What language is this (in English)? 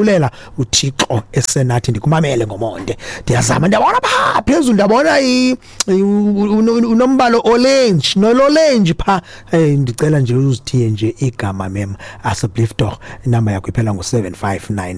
Xhosa